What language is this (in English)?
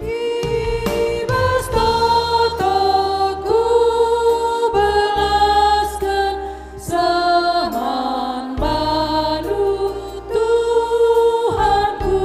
Batak Karo